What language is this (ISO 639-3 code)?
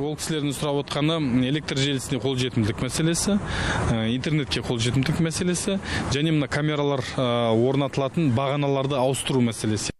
kaz